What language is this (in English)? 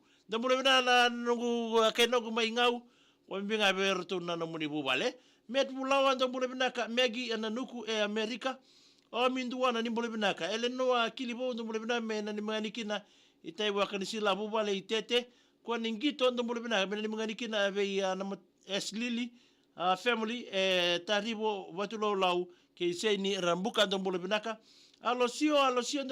Fijian